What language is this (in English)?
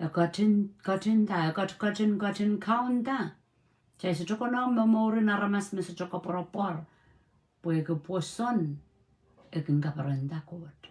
Pohnpeian